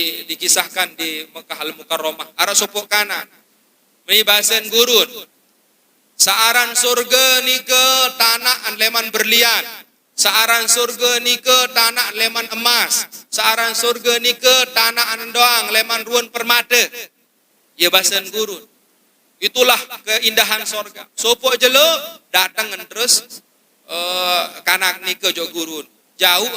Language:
Sasak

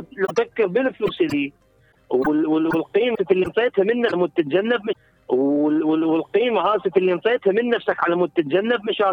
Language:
Mesopotamian Arabic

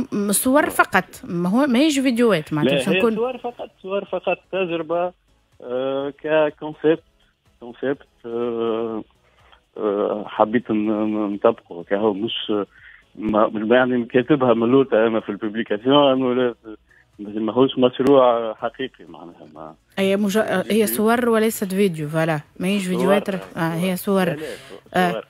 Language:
Tunisian Arabic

